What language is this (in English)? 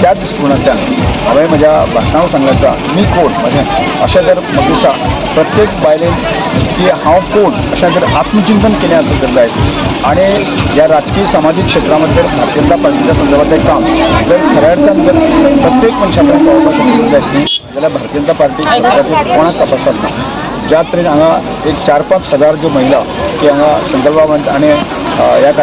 Konkani